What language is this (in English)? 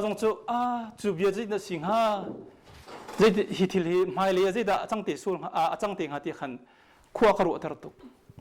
Hakha Chin